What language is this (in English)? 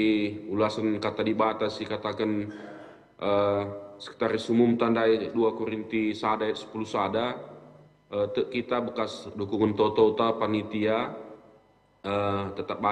Batak Karo